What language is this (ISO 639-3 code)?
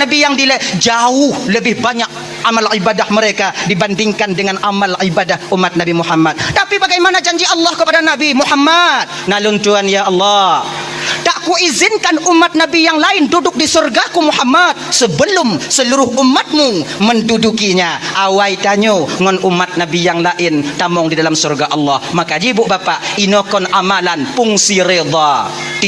ace